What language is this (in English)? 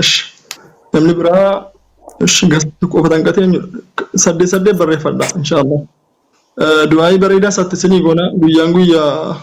Oromo